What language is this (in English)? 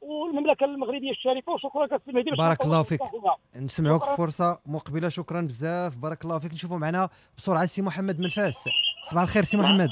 Moroccan Arabic